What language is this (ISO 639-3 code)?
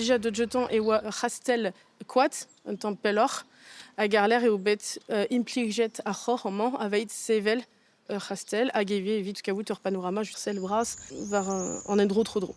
bre